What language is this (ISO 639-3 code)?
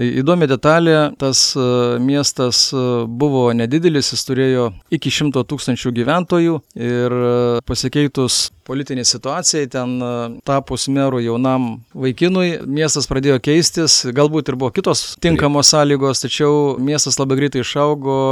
lit